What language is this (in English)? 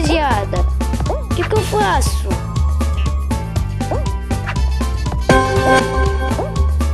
Portuguese